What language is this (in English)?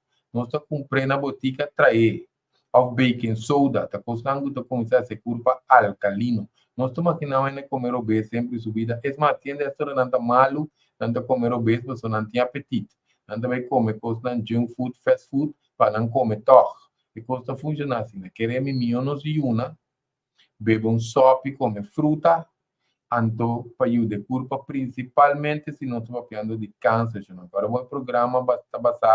Papiamento